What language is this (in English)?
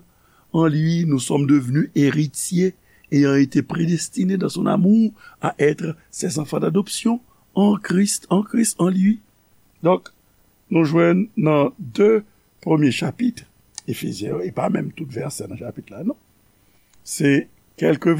Haitian Creole